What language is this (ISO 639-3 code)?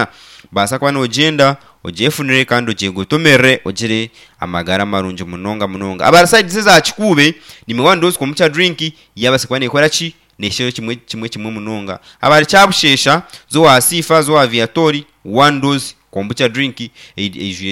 nyn